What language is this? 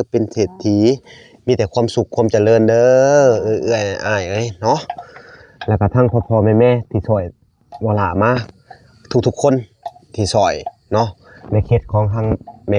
Lao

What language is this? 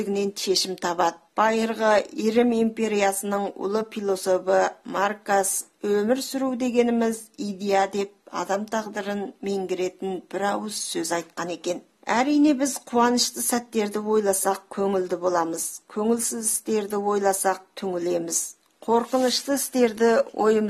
Kazakh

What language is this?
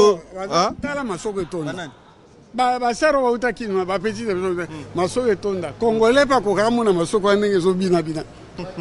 Lingala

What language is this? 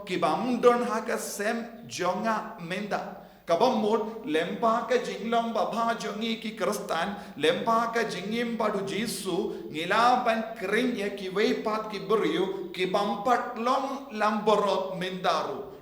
Khasi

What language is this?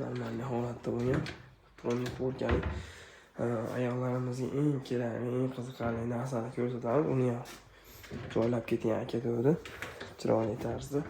Uzbek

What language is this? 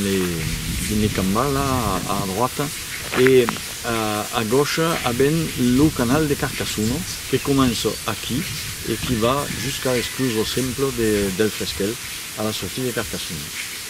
Occitan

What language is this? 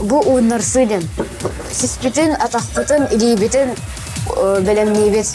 Yakut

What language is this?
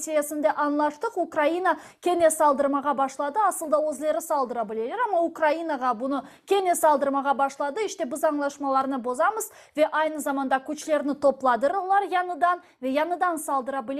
Crimean Tatar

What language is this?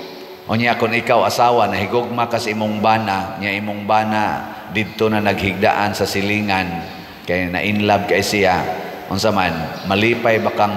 Cebuano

